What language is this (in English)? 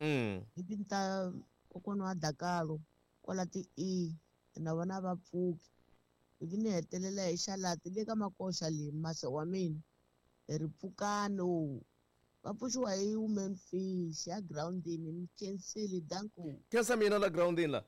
Tsonga